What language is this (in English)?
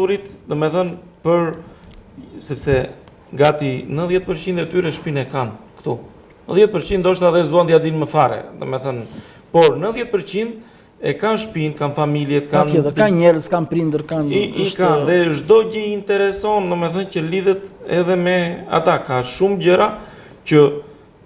Albanian